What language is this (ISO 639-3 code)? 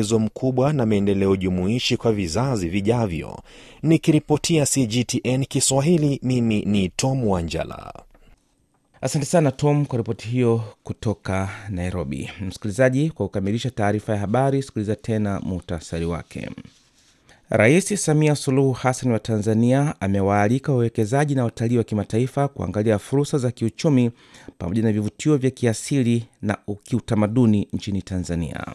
swa